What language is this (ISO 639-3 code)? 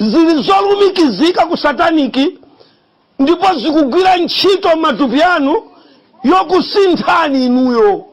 nya